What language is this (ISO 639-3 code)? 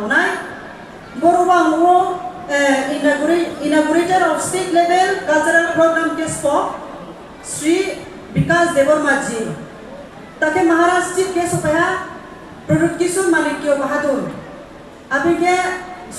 ria